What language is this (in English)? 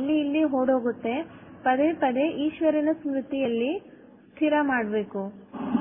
Kannada